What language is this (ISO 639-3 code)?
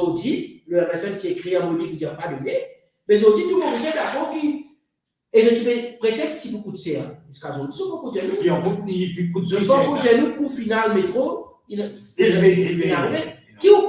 mfe